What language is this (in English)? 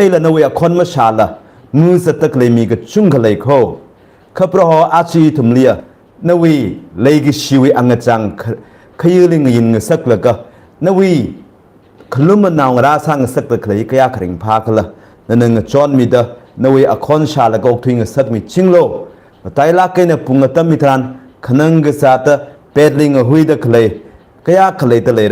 Tangkhul Naga (India)